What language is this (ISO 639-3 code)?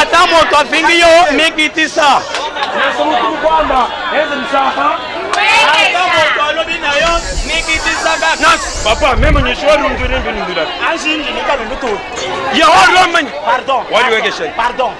lua